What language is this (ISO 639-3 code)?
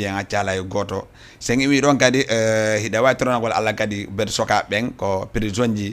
ful